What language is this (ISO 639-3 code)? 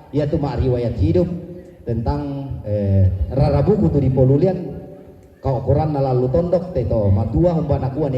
sda